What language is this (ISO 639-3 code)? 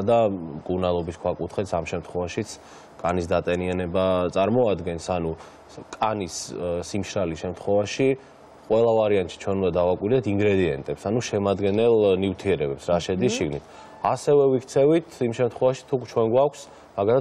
kat